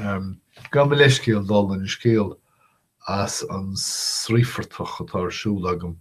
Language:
Irish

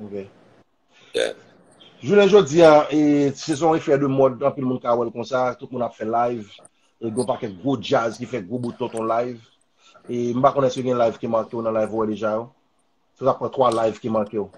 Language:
Haitian Creole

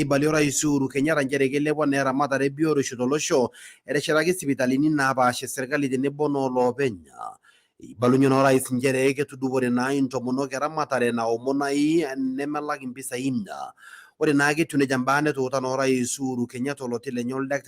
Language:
Masai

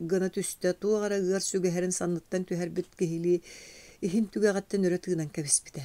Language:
Yakut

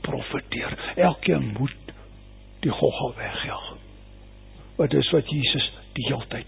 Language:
Afrikaans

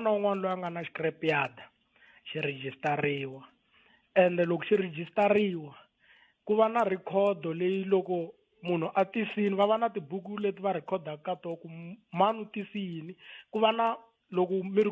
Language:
Tsonga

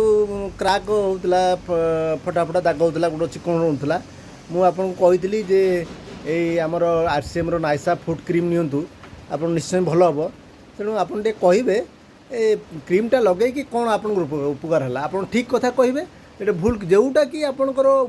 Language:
Odia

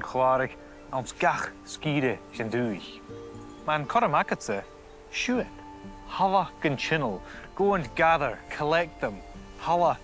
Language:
Scottish Gaelic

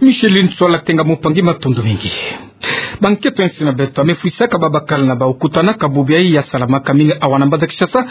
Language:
Kituba (Democratic Republic of Congo)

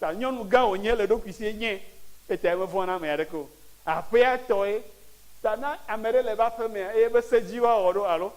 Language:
Ewe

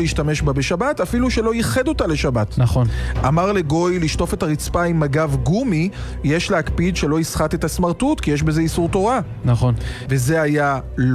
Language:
Hebrew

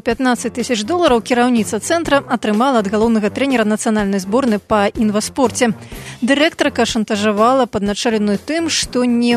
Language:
Belarusian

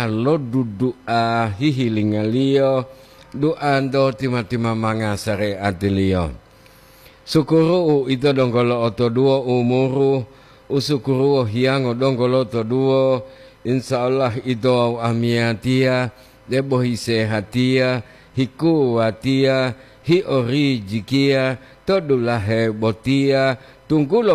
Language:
Gorontalo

